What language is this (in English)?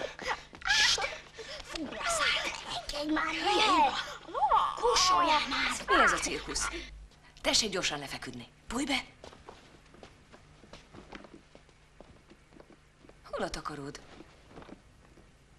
Hungarian